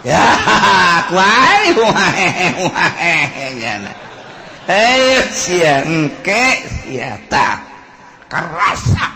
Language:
Sundanese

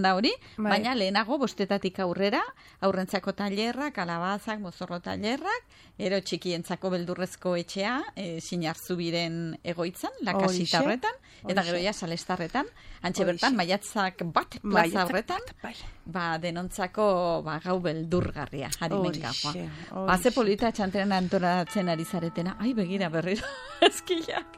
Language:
Basque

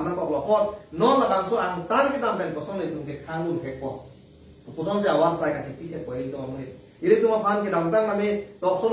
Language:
Karbi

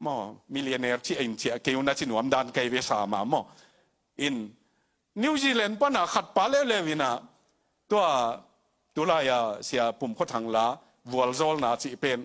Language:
Tedim Chin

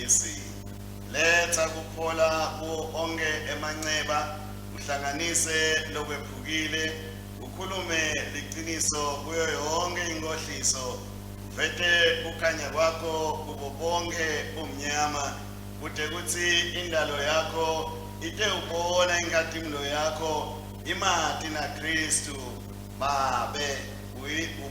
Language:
Swati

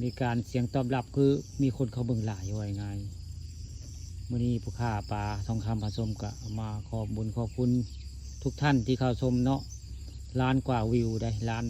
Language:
Northeastern Thai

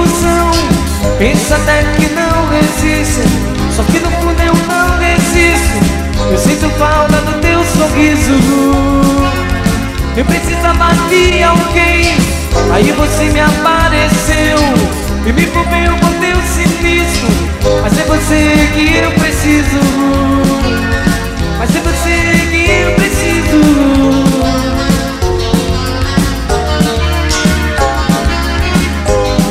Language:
Portuguese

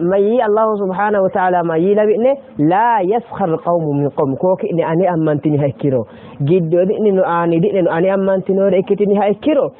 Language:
Sidamo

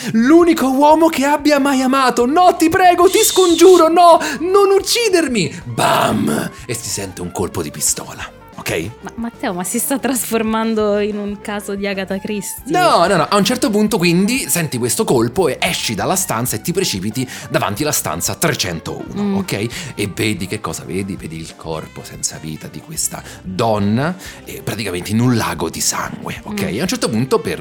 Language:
Italian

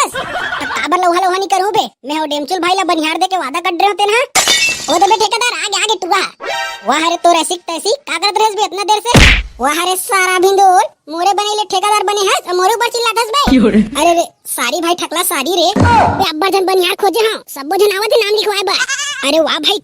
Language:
Chhattisgarhi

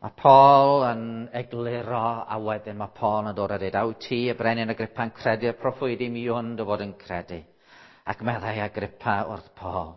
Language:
Welsh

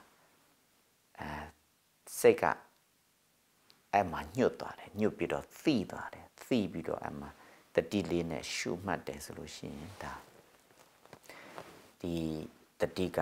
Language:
Burmese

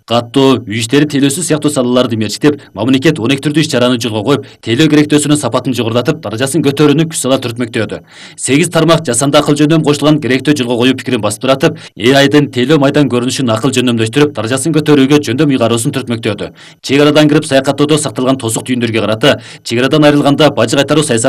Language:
Kyrgyz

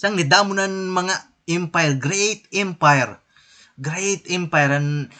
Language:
Waray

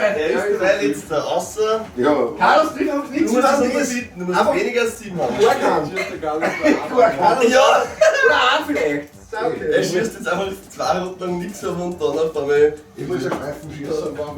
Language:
Bavarian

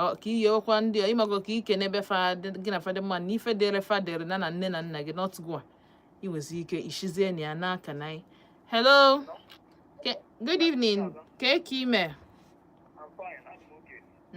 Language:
Igbo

